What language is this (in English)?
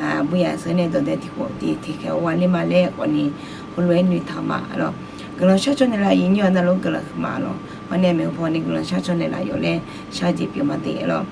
Akha